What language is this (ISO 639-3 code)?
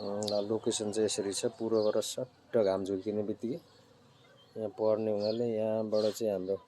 nep